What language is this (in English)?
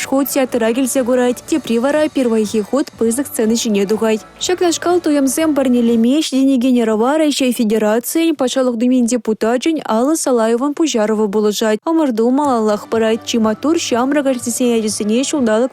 Chuvash